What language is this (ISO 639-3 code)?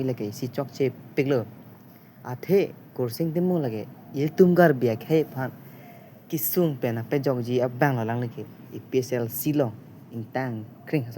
mjw